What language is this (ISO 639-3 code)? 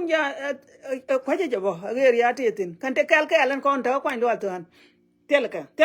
nus